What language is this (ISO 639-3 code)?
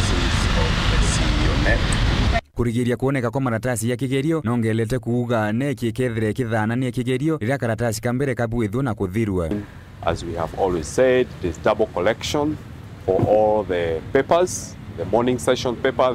mer